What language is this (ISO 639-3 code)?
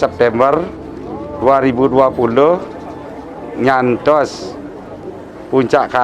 ban